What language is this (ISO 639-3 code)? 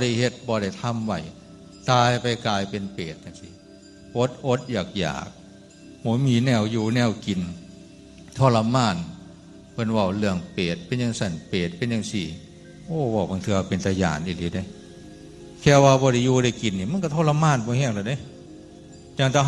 tts